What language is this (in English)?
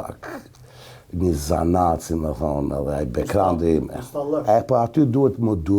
Albanian